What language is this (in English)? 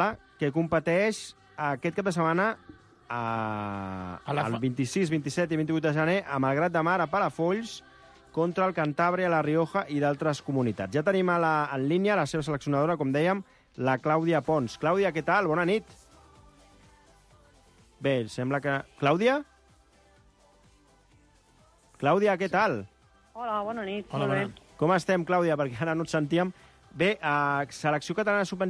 Catalan